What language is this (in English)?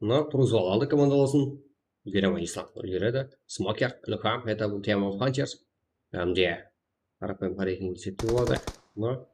Kara-Kalpak